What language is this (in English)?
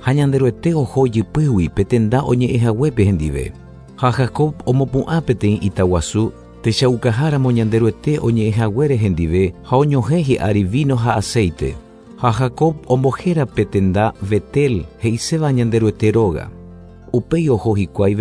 Guarani